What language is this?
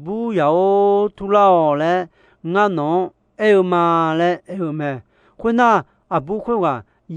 Akha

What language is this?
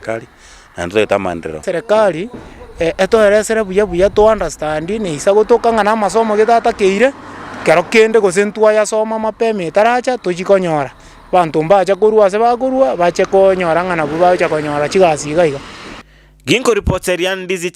Gusii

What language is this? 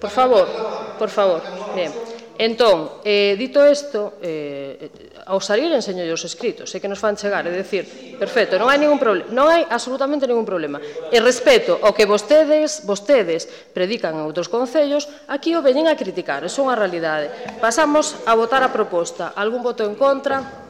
Galician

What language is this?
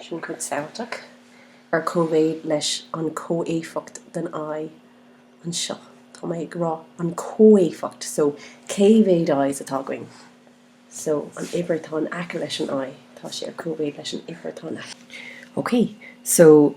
Irish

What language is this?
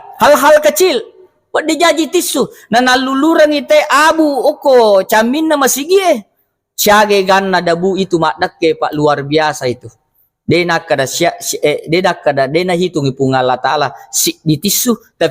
Buginese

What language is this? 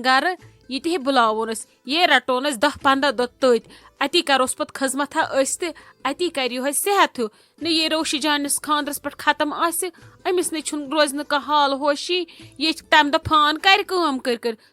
Kashmiri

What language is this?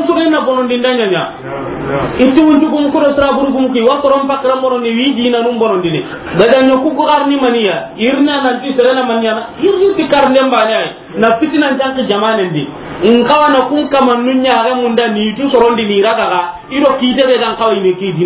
Soninke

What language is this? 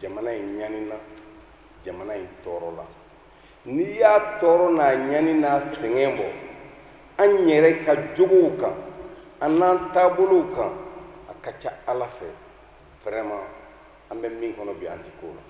Bambara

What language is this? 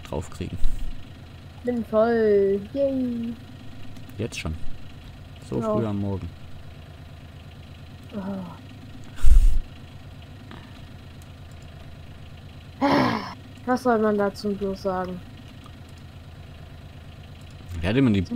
German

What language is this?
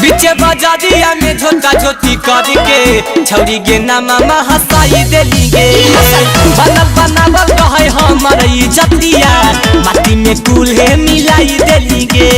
Magahi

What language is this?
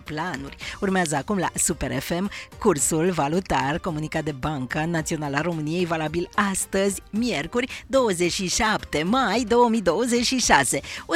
Romanian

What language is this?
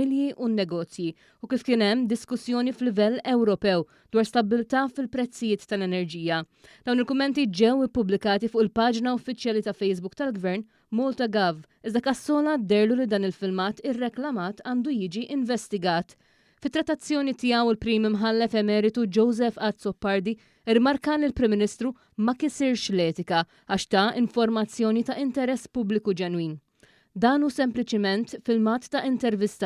Maltese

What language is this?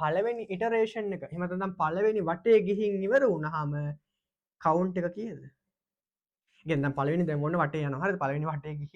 Sinhala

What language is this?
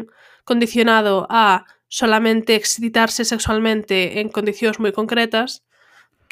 Galician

